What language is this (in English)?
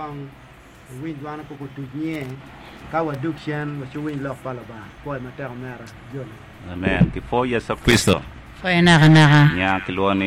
Acoli